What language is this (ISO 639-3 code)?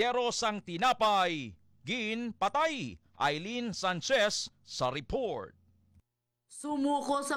hil